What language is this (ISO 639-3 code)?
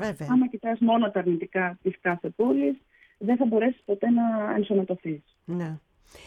ell